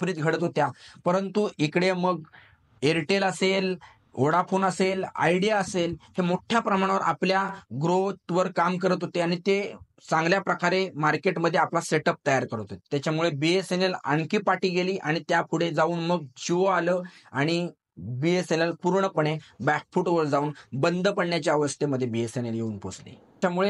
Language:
Marathi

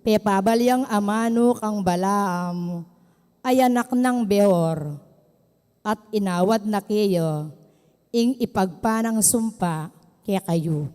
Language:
Pampanga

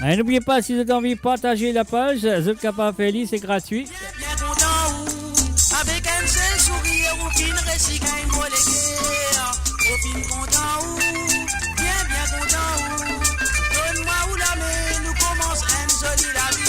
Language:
Morisyen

